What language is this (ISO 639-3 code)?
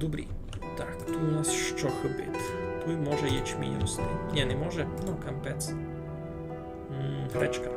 rue